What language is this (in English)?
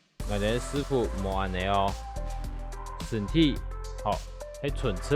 Hakka Chinese